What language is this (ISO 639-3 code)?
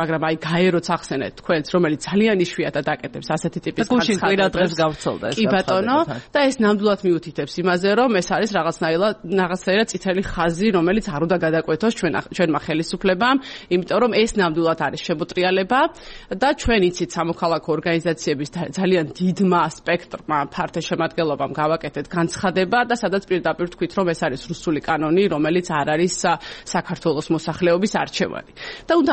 kat